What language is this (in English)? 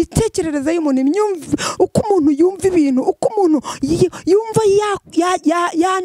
Kinyarwanda